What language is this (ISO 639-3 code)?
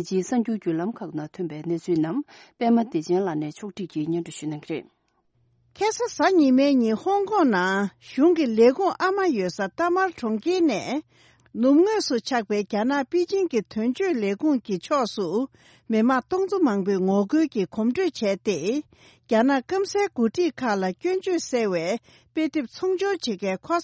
bod